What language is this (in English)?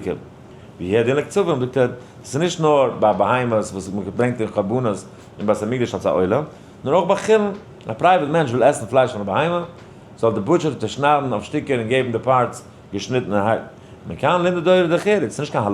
Yiddish